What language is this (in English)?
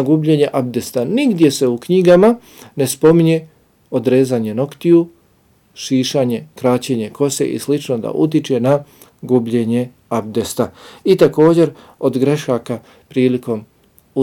Bosnian